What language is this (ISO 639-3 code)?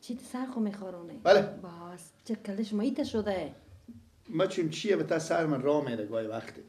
fas